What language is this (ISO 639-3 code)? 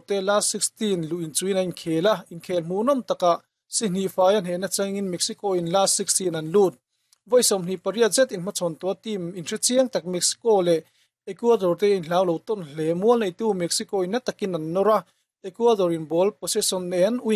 lus